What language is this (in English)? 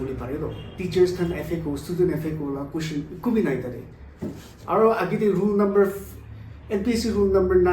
Naga Pidgin